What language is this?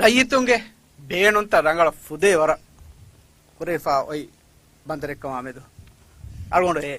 Divehi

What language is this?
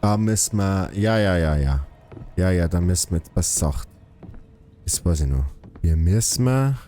Bavarian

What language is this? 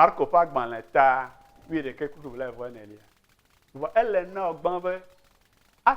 Ewe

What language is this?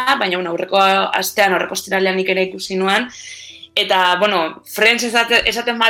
Basque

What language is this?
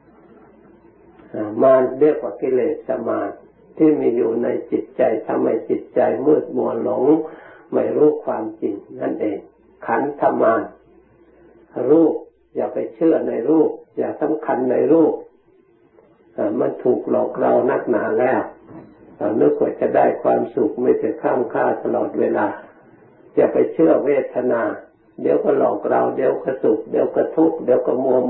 Thai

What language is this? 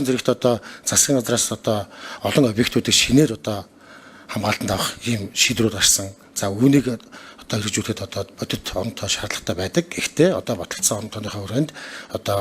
Mongolian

